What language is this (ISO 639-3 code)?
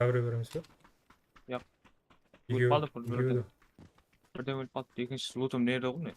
kaa